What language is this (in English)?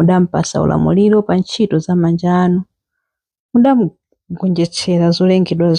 Nyanja